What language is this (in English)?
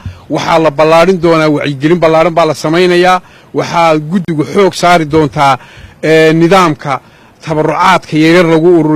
Somali